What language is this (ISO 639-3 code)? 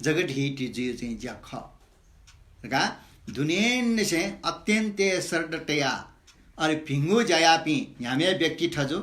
new